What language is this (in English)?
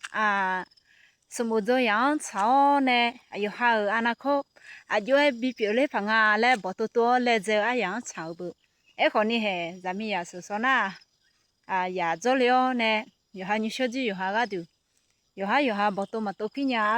Akha